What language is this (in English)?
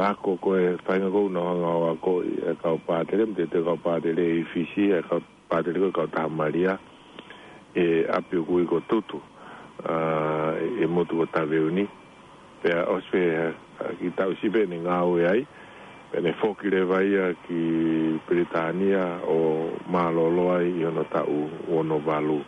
Tongan